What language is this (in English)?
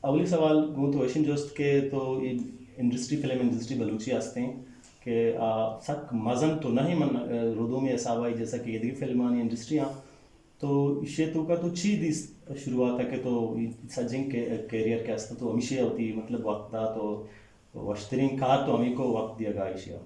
Eastern Balochi